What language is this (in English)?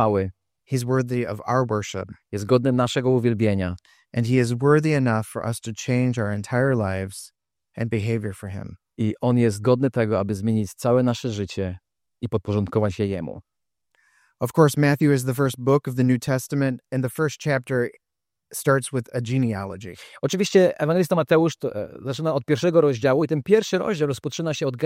Polish